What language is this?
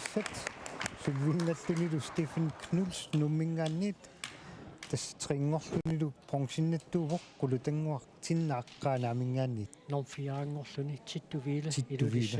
Kalaallisut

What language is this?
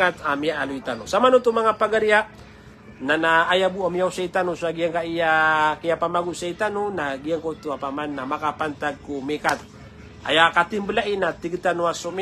Maranao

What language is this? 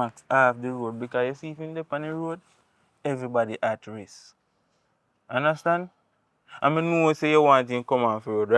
Jamaican Creole English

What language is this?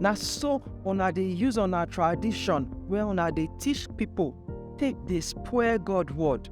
Nigerian Pidgin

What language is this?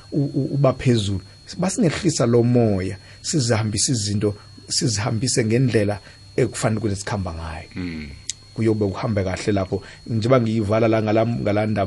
South Ndebele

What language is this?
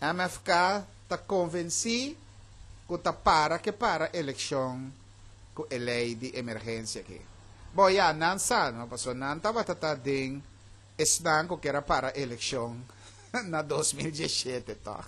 Papiamento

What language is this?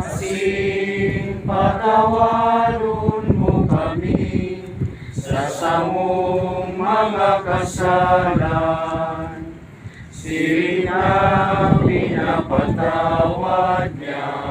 Bikol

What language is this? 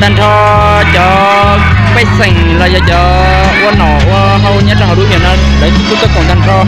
Hmong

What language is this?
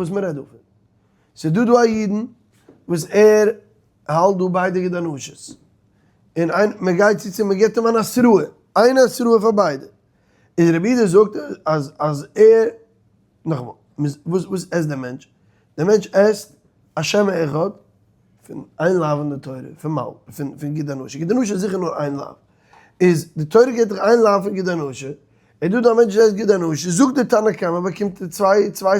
Yiddish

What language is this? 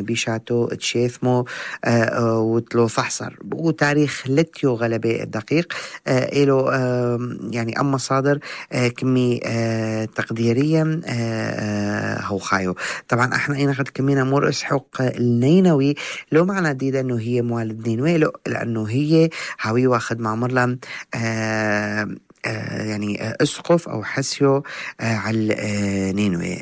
North Levantine Arabic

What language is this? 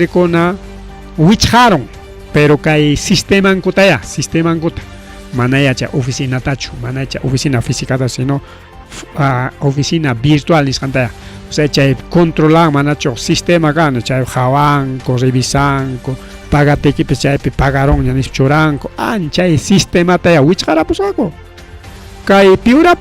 Ayacucho Quechua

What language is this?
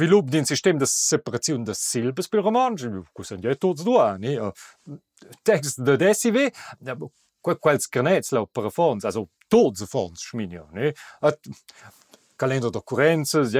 Romansh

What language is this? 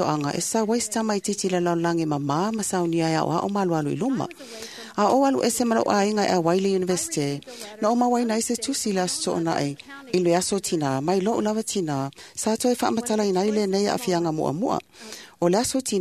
Samoan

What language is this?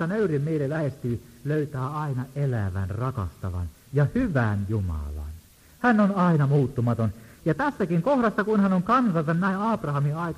Finnish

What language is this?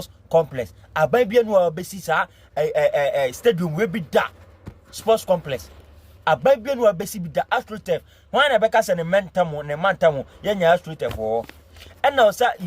Akan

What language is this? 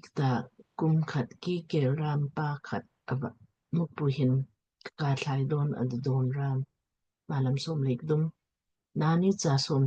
Lamkang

